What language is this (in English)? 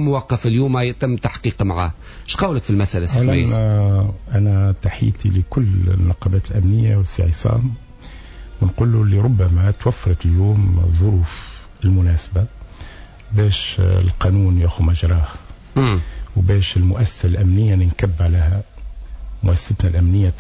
Tunisian Arabic